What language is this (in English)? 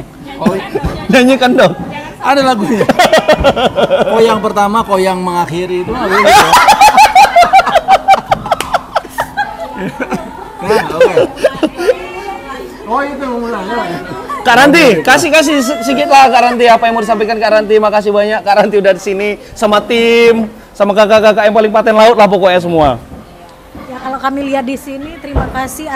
Indonesian